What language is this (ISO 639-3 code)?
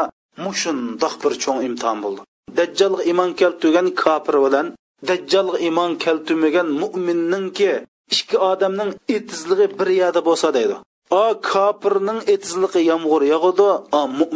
uig